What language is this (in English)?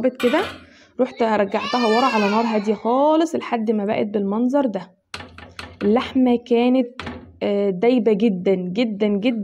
Egyptian Arabic